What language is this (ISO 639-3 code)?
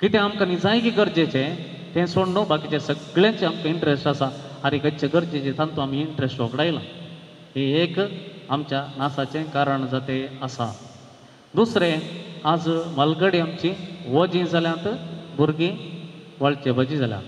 kok